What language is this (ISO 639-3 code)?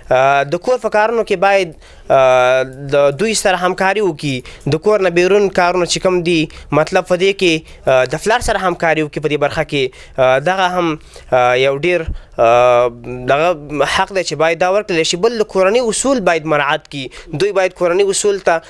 pus